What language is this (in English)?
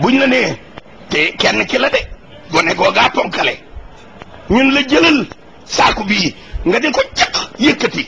Wolof